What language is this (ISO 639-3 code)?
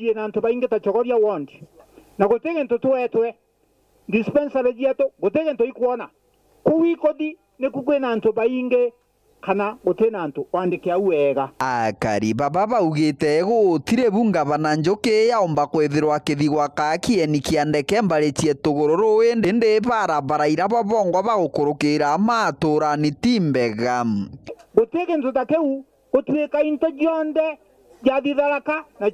mer